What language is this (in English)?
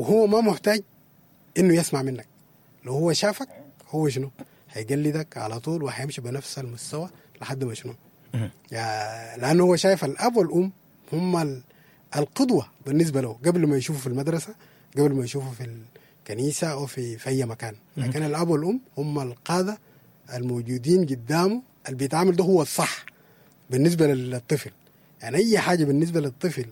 Sudanese Arabic